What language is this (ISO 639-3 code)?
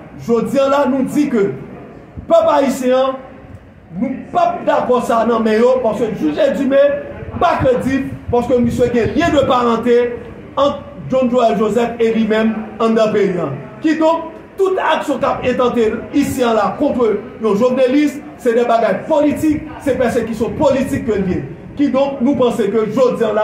hat